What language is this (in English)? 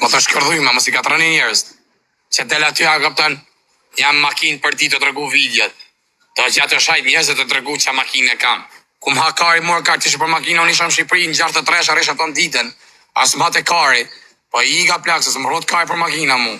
Albanian